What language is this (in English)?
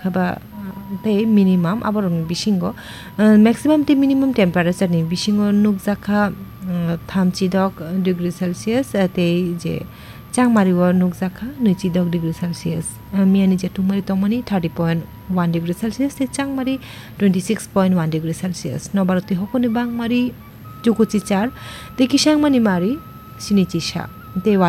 Kok Borok